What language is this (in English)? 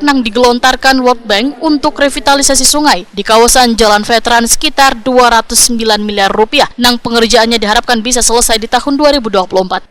Banjar